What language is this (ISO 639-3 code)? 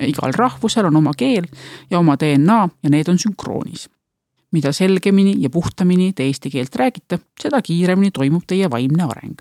est